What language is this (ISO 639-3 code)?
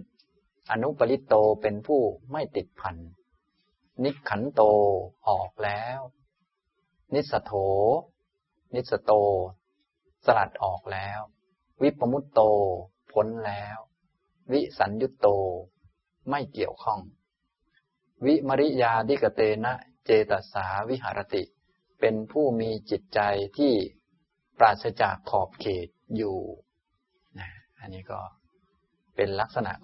tha